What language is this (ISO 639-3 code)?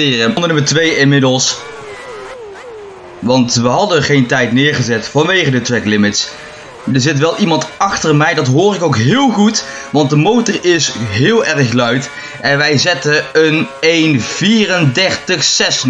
nld